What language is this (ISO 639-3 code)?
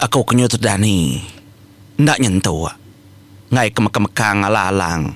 iba